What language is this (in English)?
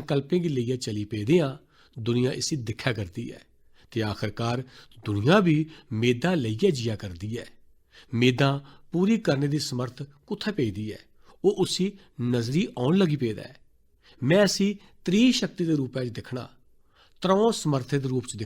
Dogri